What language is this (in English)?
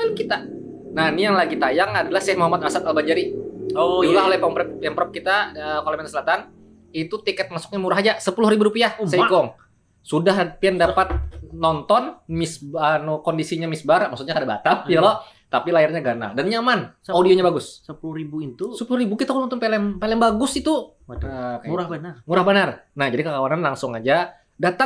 Banjar